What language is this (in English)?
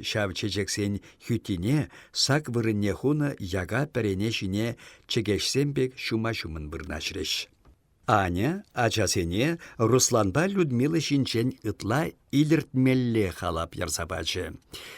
Chuvash